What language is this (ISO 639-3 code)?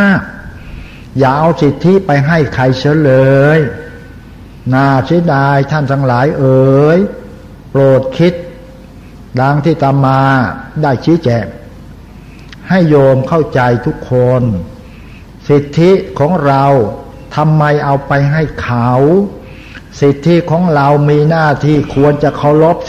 tha